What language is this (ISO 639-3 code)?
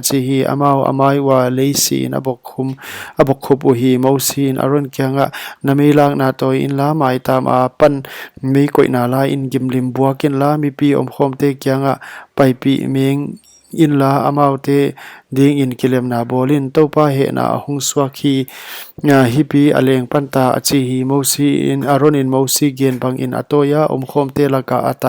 pck